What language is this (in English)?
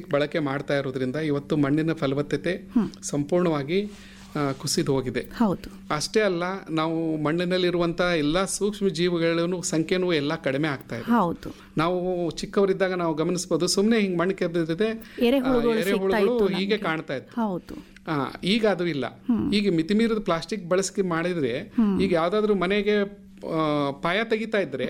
Kannada